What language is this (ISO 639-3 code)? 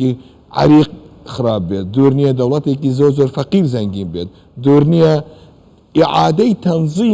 ckb